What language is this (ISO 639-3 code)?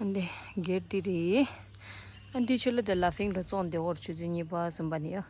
bod